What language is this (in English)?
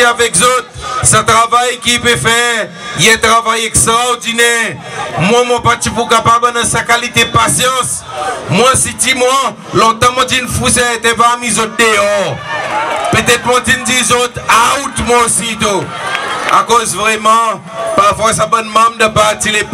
Seselwa Creole French